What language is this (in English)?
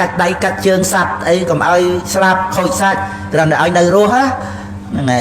Khmer